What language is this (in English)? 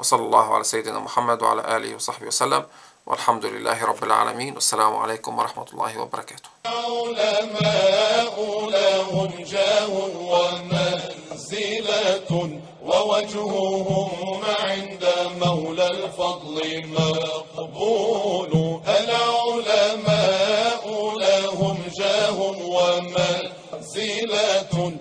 Bosnian